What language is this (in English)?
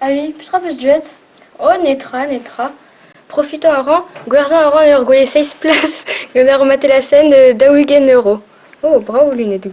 Breton